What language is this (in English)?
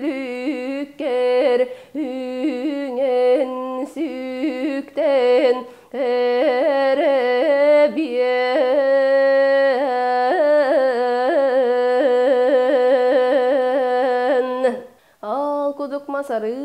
Yakut